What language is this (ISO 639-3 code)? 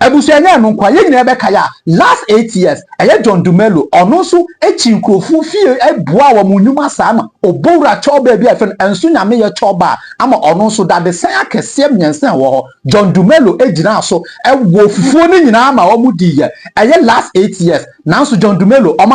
aka